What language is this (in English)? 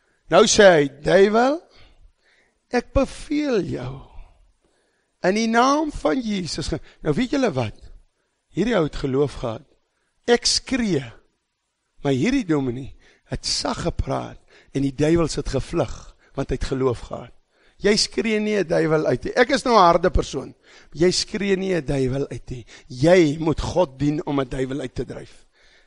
Afrikaans